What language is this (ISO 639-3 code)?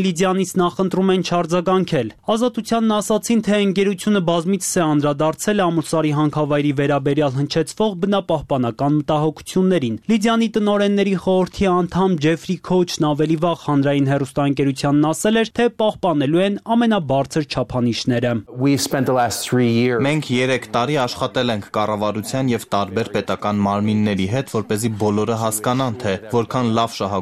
hye